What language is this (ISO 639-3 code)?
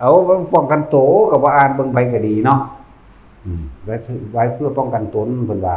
lao